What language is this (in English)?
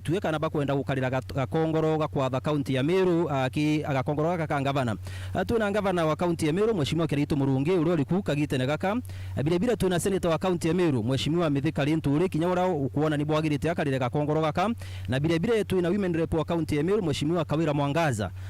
Meru